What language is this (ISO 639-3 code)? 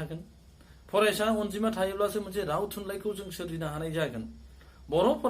brx